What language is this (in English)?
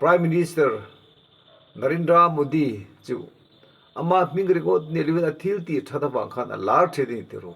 Mizo